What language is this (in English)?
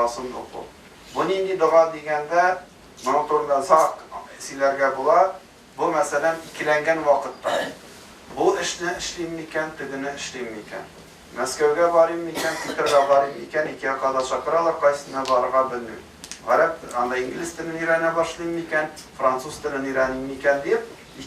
Tatar